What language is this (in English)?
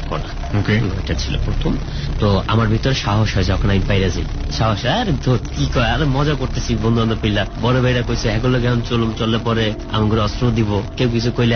Bangla